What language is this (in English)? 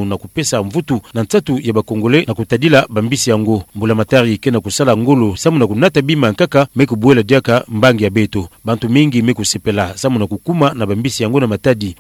Kituba (Democratic Republic of Congo)